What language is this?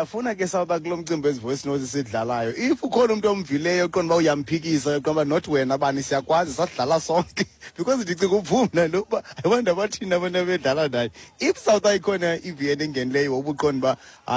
Xhosa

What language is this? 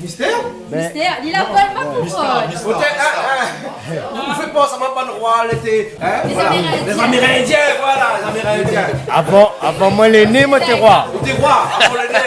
Réunion Creole French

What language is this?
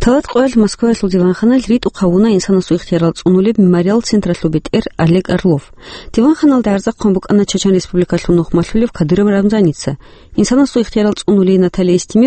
Avaric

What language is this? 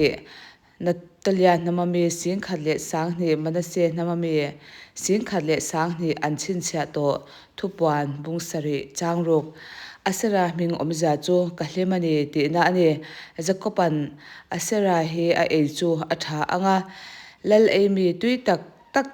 Mizo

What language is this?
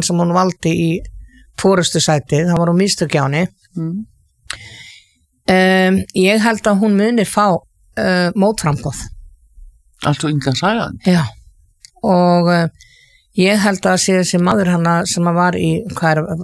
Icelandic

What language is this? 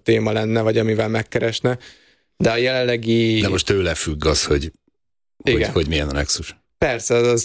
Hungarian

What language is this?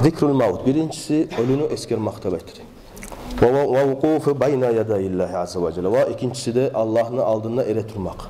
Kumyk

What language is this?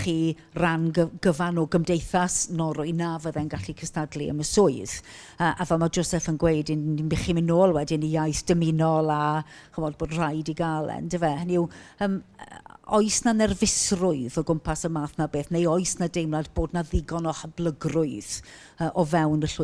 Welsh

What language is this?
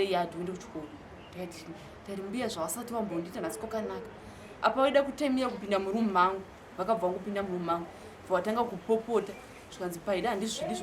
Shona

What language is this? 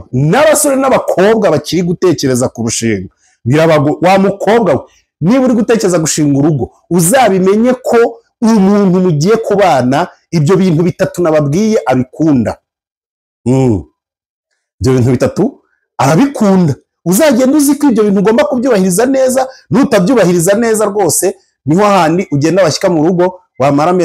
Kinyarwanda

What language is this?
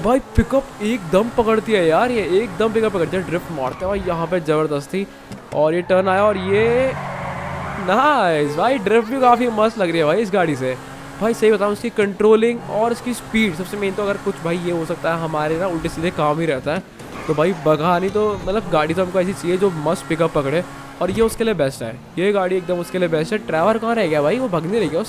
Hindi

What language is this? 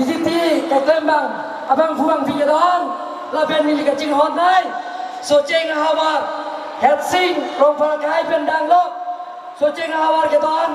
Karbi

